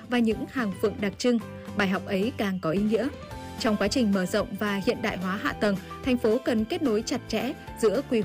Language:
Vietnamese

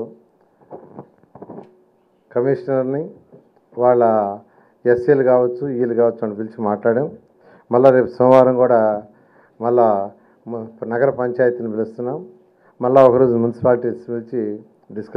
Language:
Telugu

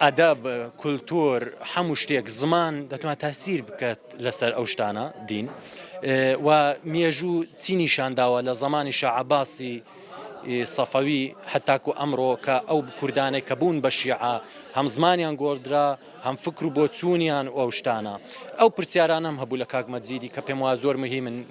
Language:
Kurdish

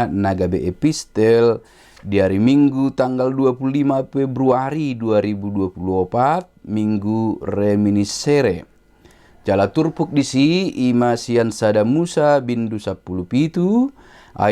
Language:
Batak Toba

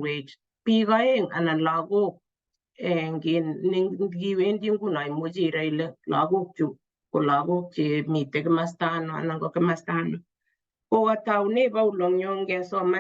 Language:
Kalenjin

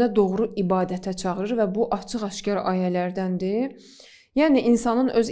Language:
Azerbaijani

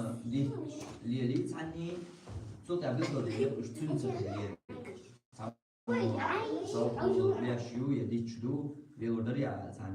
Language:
Chechen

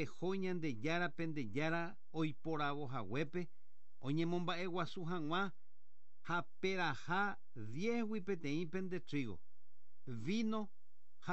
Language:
Guarani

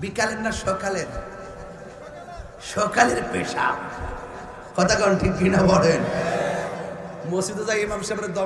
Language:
Bangla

